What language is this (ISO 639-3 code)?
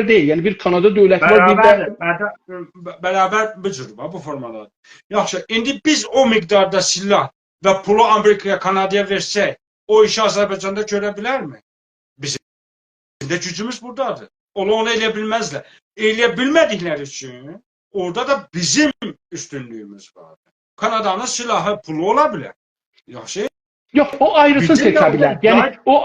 azb